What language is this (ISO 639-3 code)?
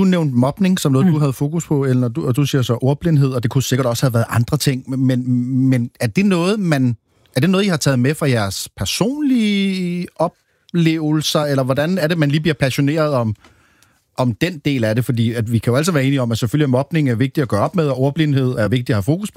dan